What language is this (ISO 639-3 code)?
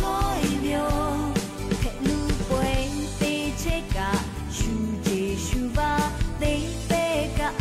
lhu